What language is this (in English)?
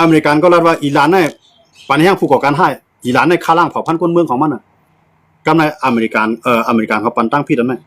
Shan